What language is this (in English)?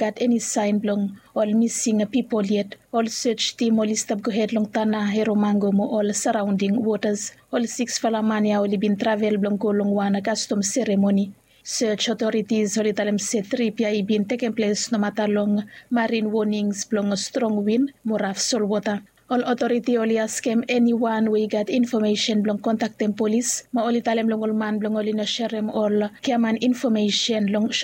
Bislama